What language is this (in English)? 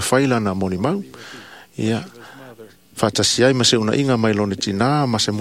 Samoan